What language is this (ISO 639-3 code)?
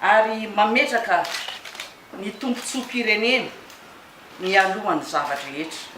mlg